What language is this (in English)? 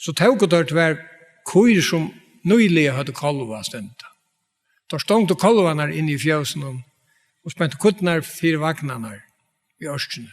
Faroese